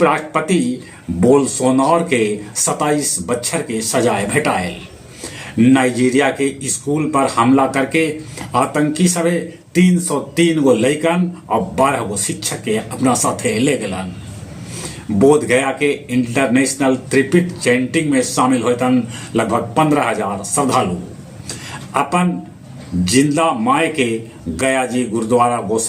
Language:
Magahi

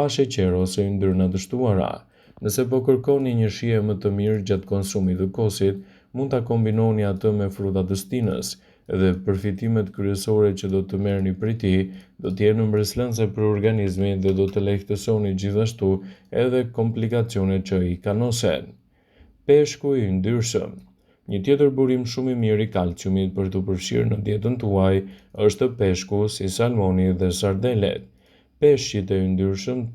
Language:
Albanian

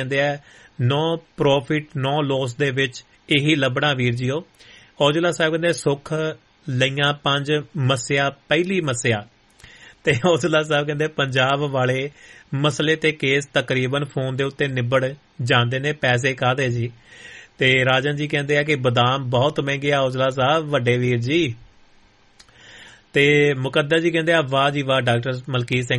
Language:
Punjabi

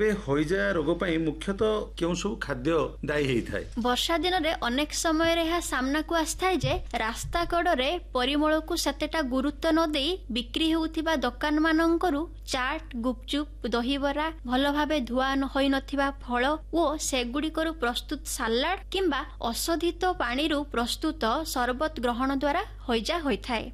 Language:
Odia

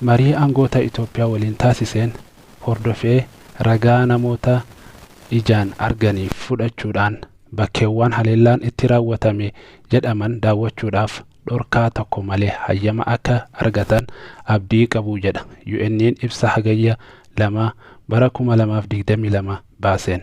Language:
Oromo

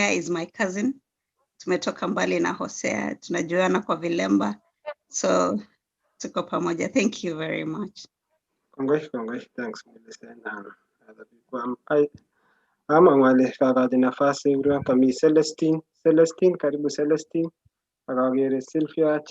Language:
Kalenjin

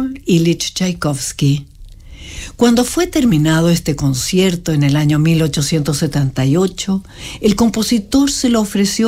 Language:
Spanish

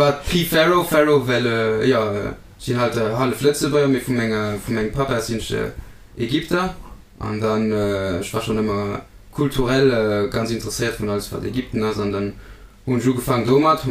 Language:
Luxembourgish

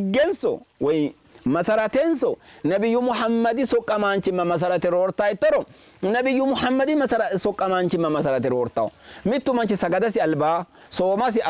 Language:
Sidamo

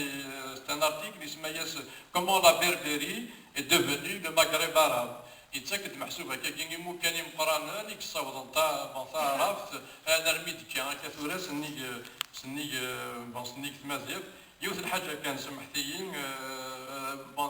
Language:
Kabyle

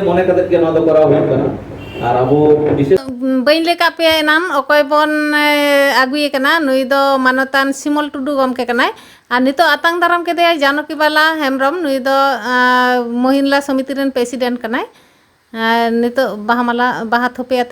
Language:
Santali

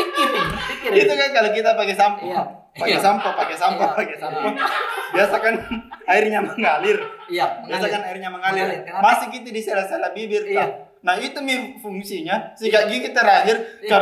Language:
Makassar Malay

